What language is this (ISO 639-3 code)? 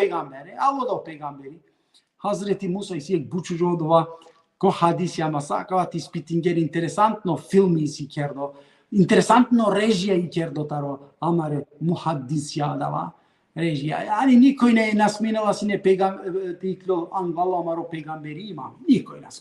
rmn